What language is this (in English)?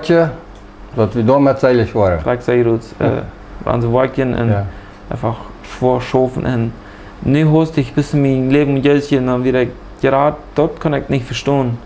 Plautdietsch